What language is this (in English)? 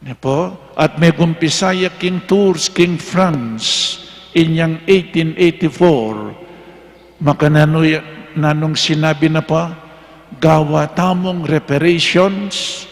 Pampanga